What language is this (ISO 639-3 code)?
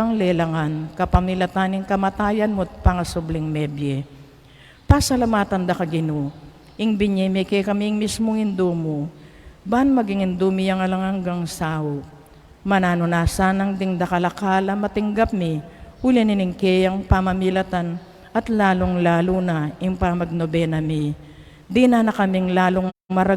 pam